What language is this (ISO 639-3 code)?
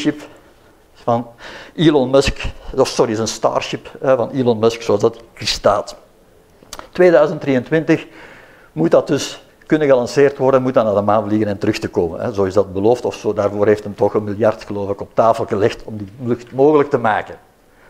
nld